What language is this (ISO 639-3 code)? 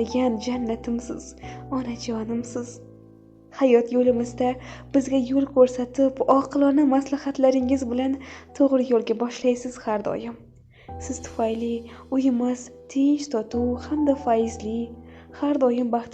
uzb